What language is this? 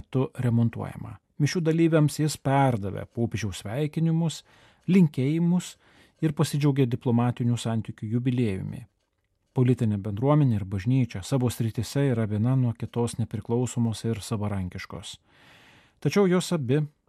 Lithuanian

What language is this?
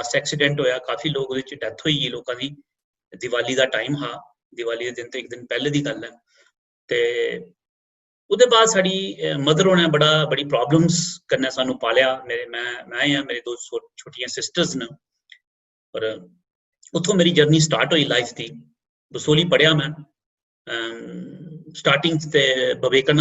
Dogri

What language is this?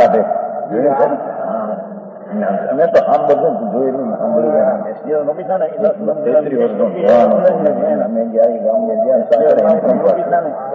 Gujarati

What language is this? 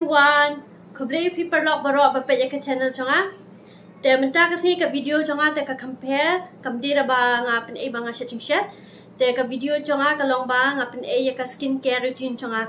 Khasi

